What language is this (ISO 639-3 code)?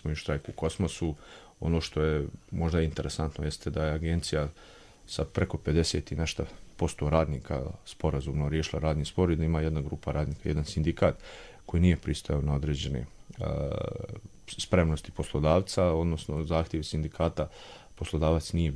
srp